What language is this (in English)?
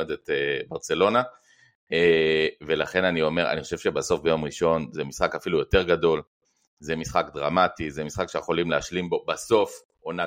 Hebrew